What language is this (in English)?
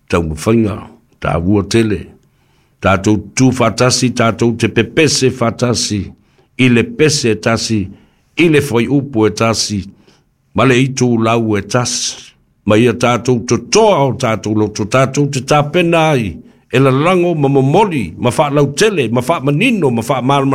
Samoan